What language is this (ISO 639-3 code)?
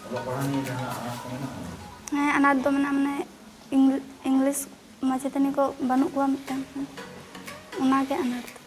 sat